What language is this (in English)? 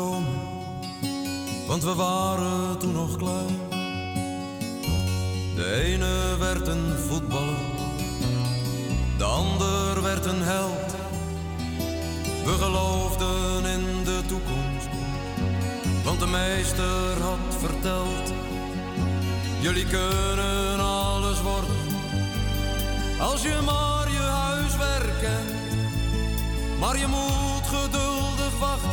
Dutch